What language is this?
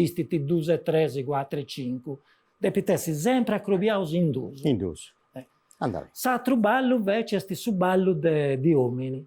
Sardinian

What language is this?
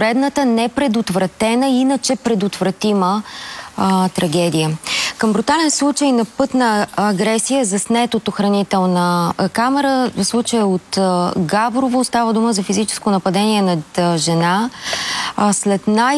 Bulgarian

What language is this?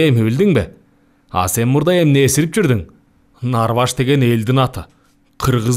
Kyrgyz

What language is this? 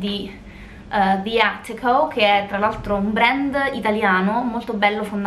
Italian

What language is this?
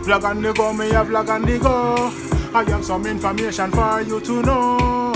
Jamaican Creole English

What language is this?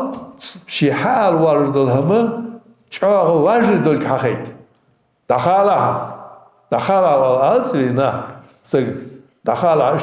Ingush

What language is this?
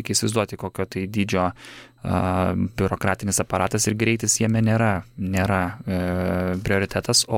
Lithuanian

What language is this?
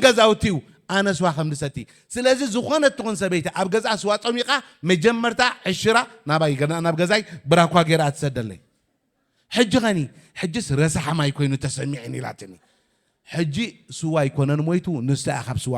Tigrinya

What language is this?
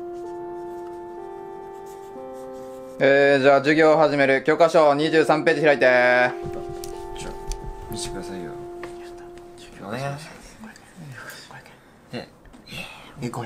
Japanese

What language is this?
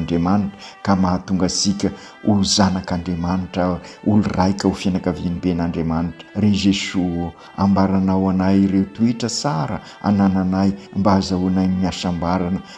Malagasy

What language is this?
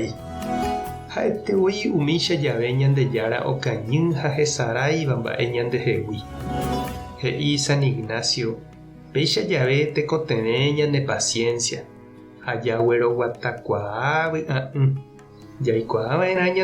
Guarani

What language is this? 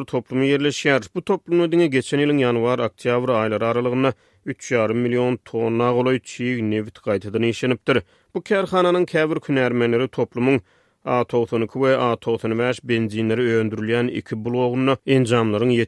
Turkmen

